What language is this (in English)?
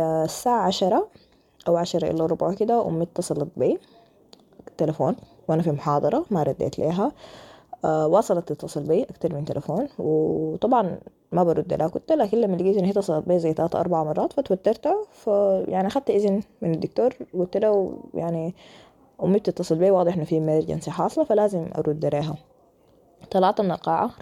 Sudanese Arabic